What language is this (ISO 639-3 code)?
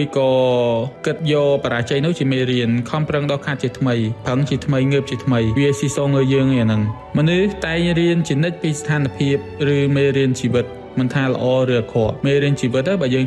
khm